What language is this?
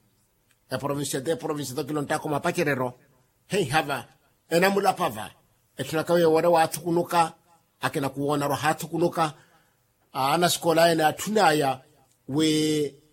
Makhuwa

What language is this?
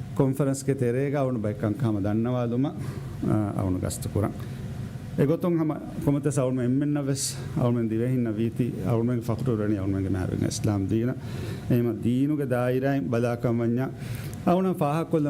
Divehi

